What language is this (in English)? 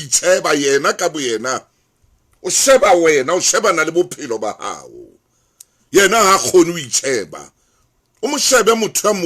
Southern Sotho